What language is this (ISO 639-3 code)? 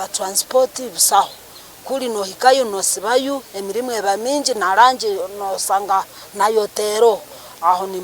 nyn